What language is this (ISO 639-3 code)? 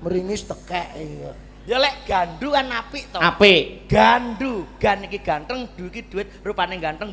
jav